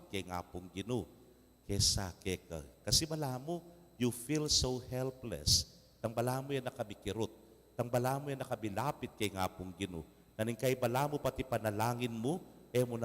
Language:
Pampanga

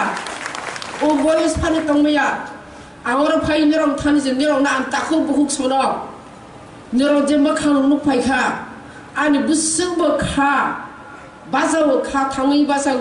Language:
Kok Borok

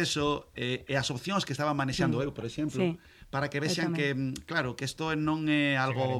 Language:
Galician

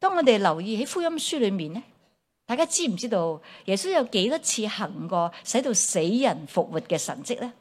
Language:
Cantonese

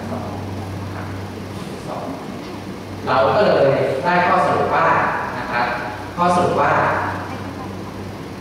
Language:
Thai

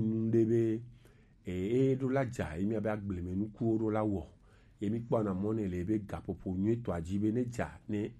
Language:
Gen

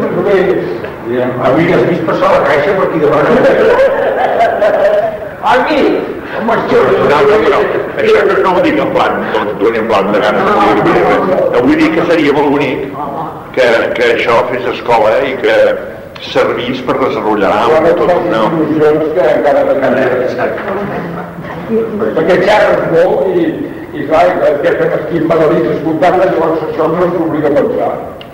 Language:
Catalan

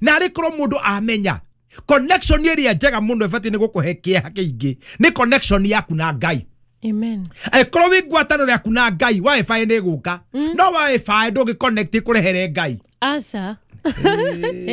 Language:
Kikuyu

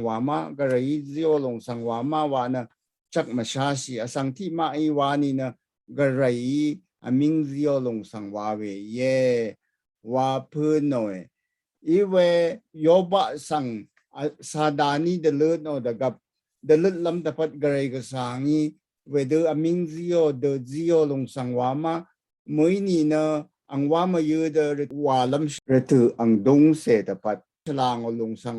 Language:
Rawang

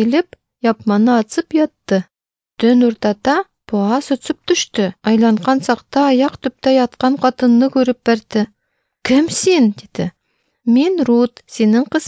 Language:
Tatar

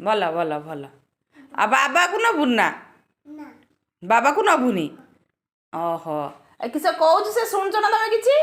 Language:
Odia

